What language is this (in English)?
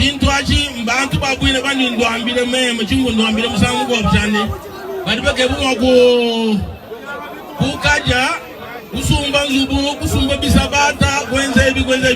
Luba-Lulua